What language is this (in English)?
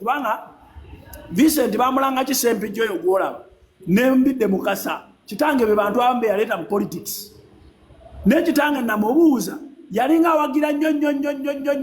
Ganda